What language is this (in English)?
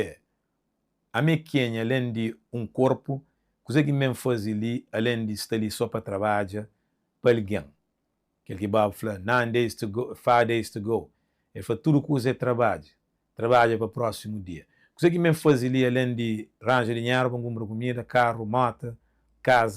Kabuverdianu